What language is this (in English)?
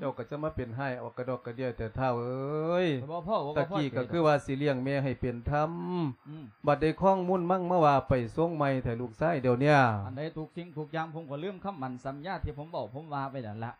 Lao